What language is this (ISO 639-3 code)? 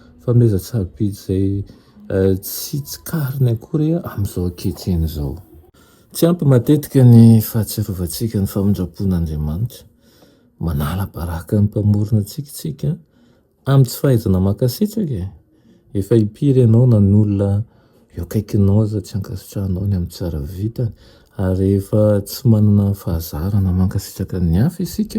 mlg